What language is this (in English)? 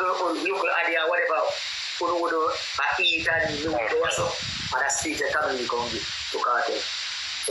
Jamaican Creole English